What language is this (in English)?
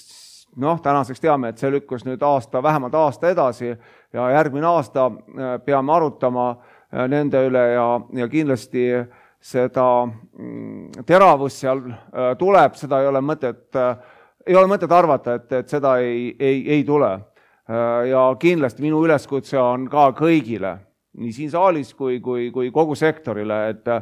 Estonian